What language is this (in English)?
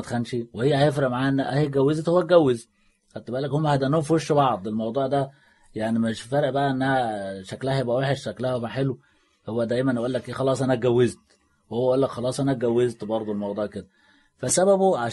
Egyptian Arabic